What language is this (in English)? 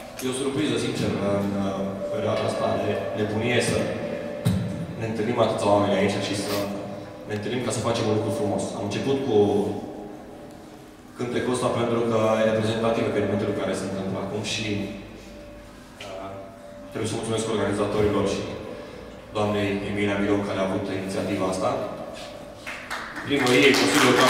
Romanian